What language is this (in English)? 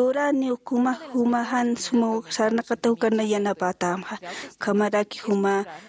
Aymara